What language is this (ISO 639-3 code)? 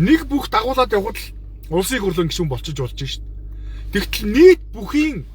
mon